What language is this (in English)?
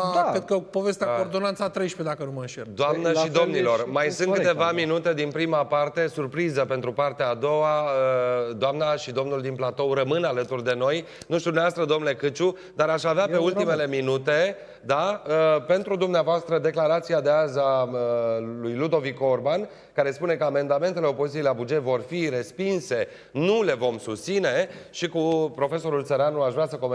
Romanian